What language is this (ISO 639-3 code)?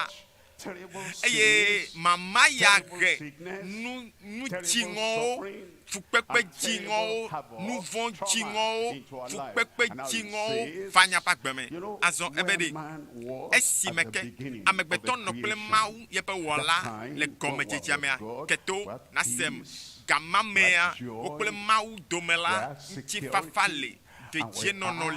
ewe